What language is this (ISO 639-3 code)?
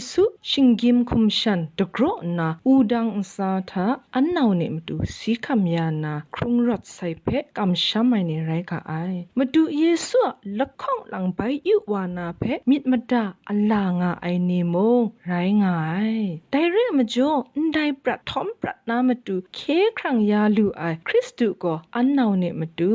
kac